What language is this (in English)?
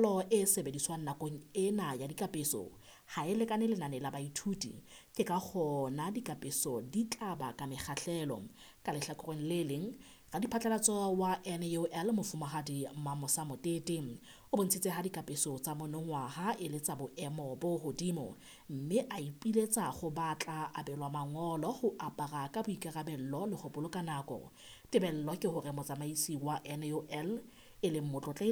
Southern Sotho